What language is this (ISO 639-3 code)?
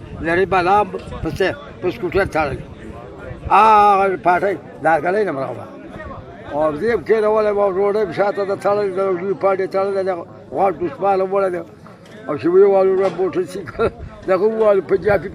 pus